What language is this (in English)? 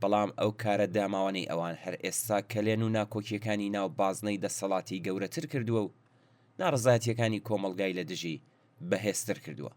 Central Kurdish